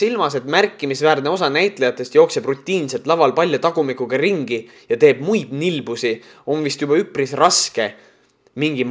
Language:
Estonian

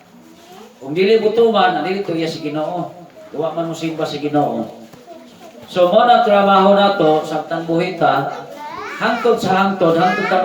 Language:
Cebuano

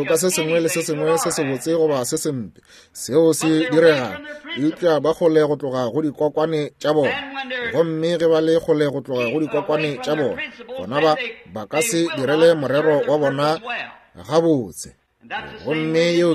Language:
Northern Sotho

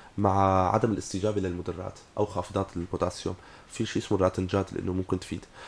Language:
North Levantine Arabic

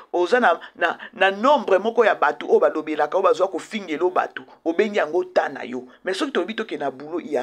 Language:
Lingala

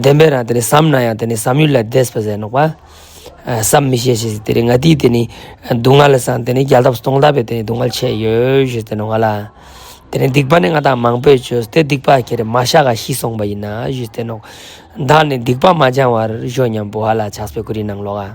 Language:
Ladakhi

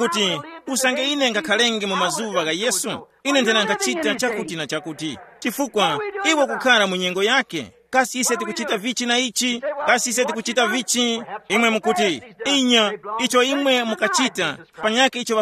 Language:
Tumbuka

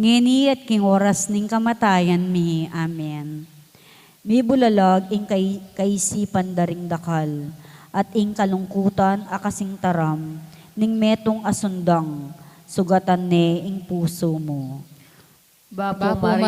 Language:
Pampanga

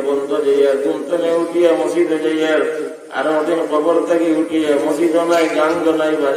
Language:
Sylheti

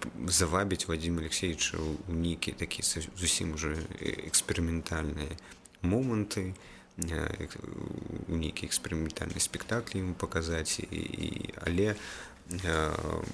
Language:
Belarusian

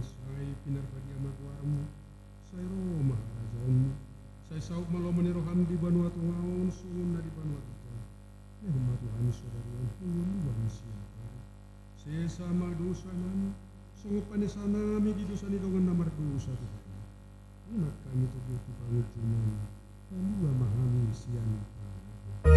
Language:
Batak Toba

